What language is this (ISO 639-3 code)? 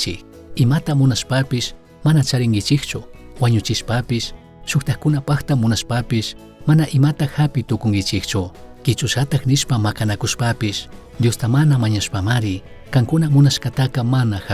qug